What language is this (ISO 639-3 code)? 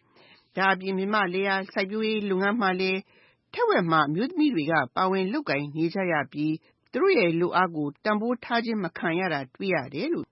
mya